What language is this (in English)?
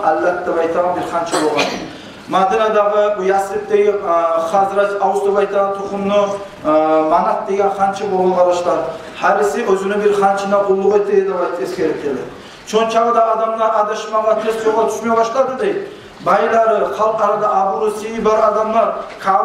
Kumyk